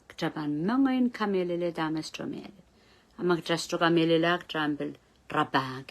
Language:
Pohnpeian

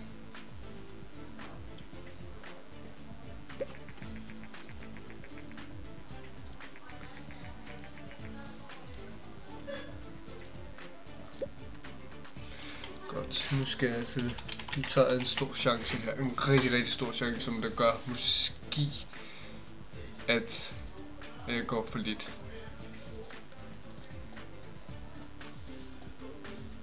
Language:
Danish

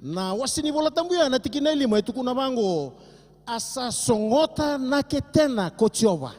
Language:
Fijian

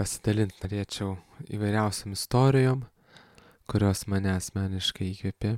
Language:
Lithuanian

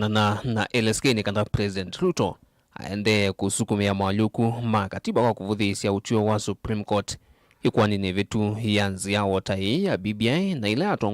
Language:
Kamba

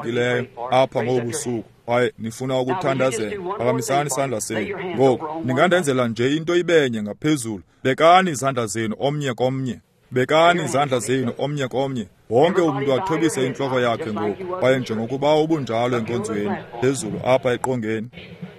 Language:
Xhosa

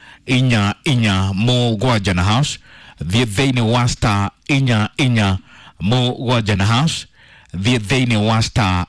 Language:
Kikuyu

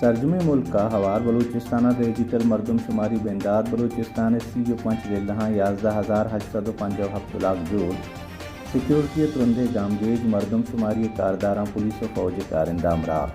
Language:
Baluchi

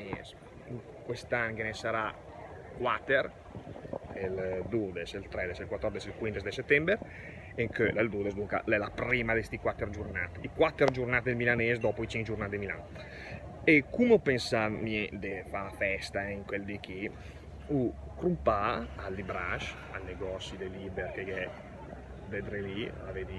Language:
Lombard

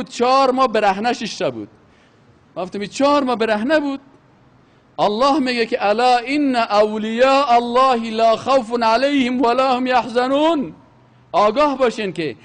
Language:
Persian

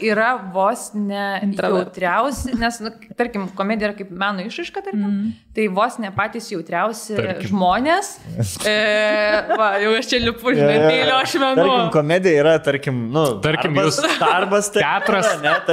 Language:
Lithuanian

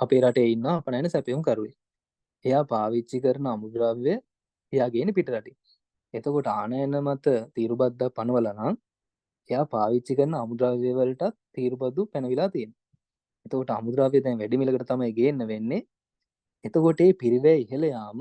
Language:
Sinhala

